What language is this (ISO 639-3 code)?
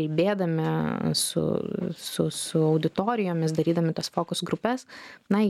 lit